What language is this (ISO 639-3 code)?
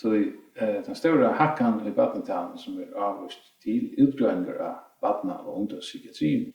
fao